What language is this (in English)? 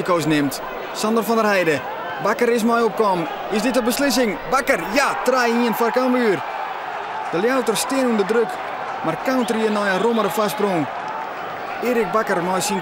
Western Frisian